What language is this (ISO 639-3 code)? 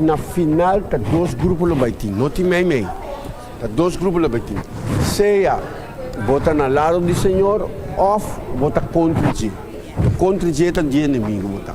pap